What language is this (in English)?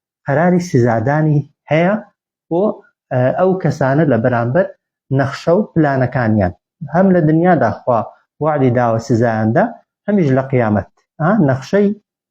Central Kurdish